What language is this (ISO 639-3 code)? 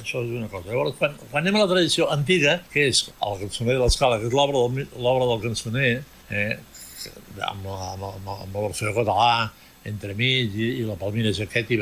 cat